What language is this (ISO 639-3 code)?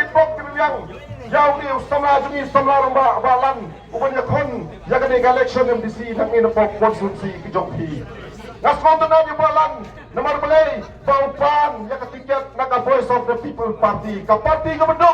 kha